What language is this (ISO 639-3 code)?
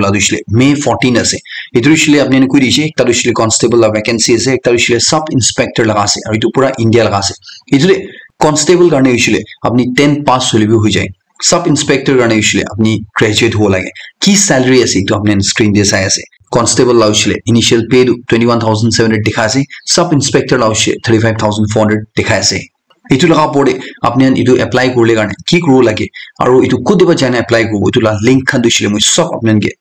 nag